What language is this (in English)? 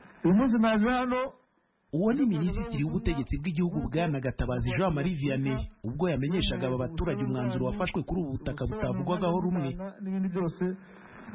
Kinyarwanda